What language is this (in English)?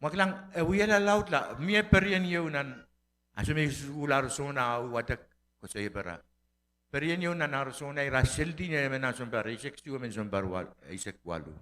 Pohnpeian